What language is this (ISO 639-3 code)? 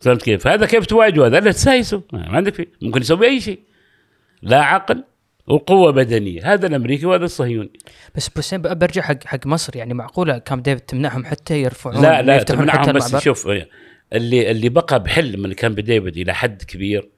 afb